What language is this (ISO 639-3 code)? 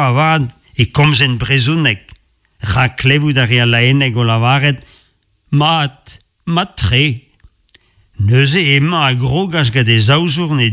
bre